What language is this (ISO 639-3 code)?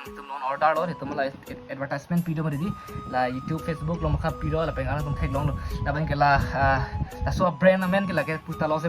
mjw